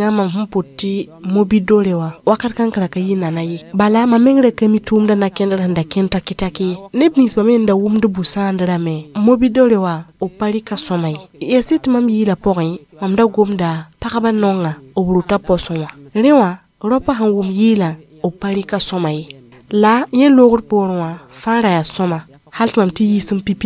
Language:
Mossi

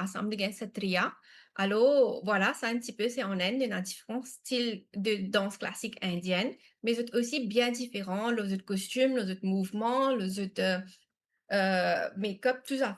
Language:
Morisyen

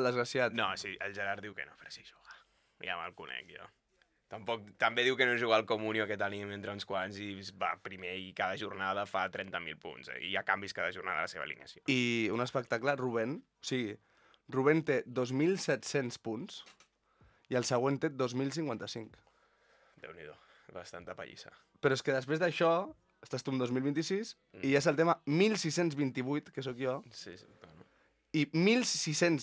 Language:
Catalan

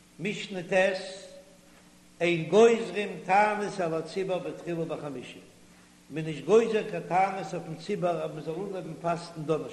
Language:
Yiddish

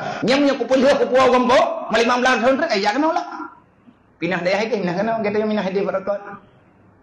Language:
Achinese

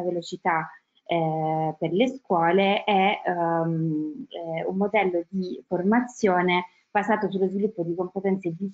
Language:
Italian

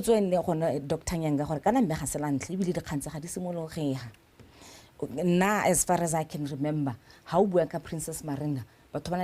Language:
Tswana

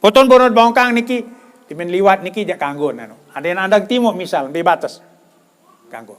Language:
Sasak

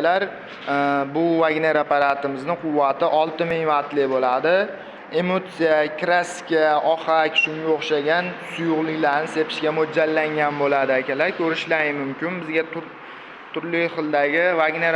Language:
Uzbek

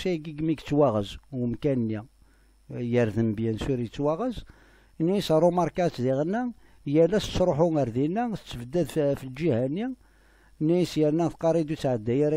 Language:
Kabyle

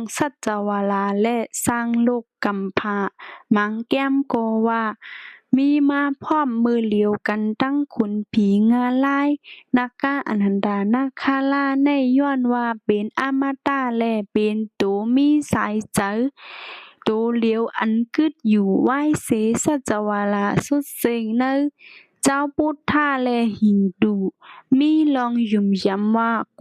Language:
Shan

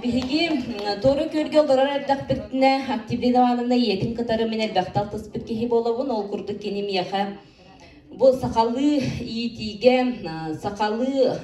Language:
Yakut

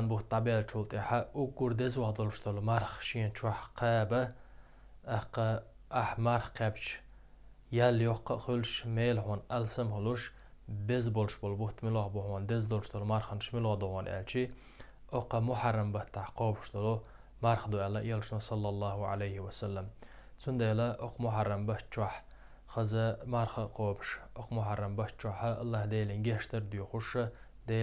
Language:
Chechen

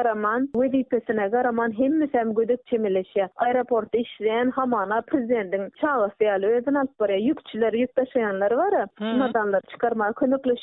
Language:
Turkmen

